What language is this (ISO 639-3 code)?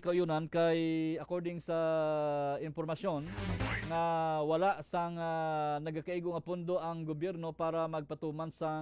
hil